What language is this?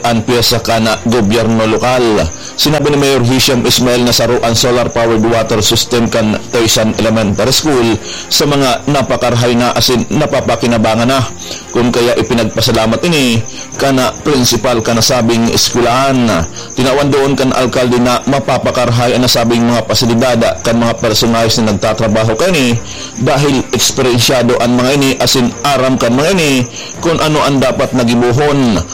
Bikol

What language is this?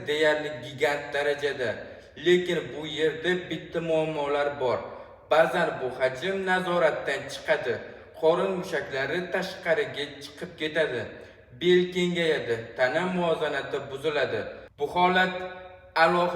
Uzbek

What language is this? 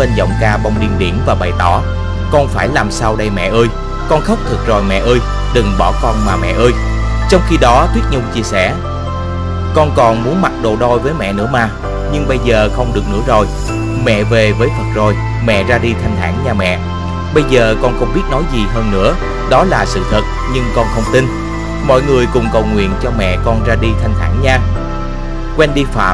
Vietnamese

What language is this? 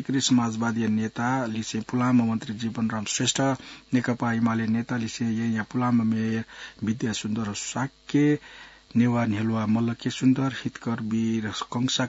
Newari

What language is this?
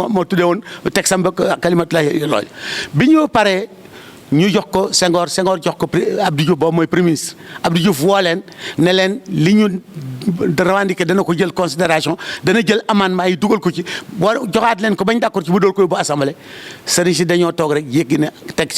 Wolof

